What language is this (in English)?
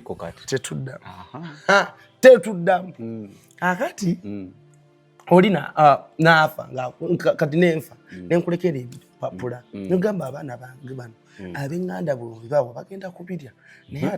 Ganda